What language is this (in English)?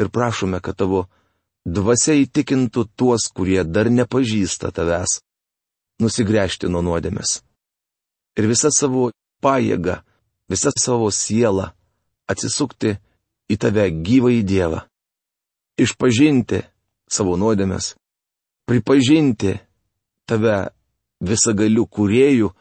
Lithuanian